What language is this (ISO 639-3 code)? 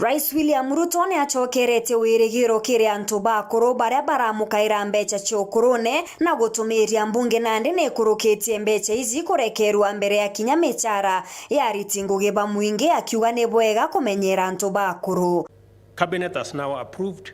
mer